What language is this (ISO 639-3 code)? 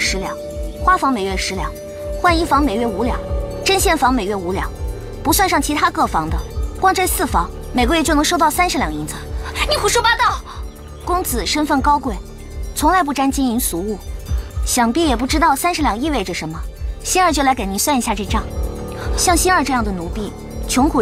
zho